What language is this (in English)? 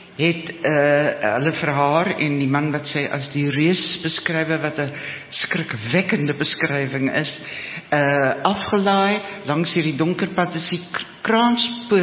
Afrikaans